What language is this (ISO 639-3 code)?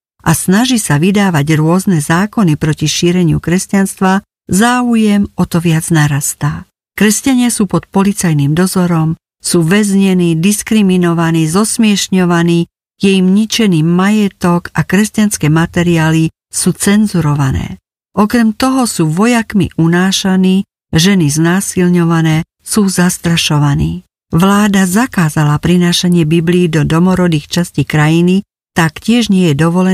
slk